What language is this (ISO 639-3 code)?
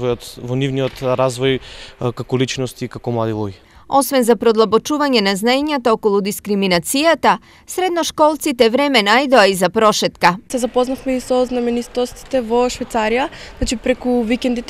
mkd